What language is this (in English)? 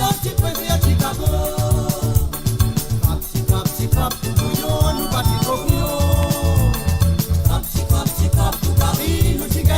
Morisyen